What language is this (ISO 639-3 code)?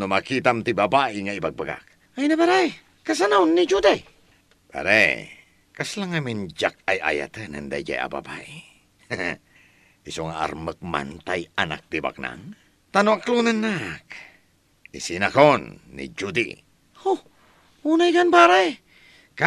ilo